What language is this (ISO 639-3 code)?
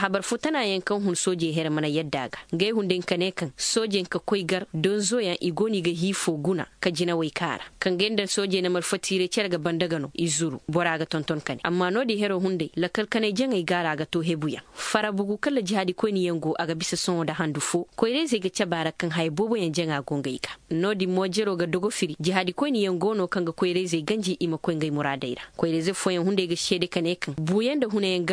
ses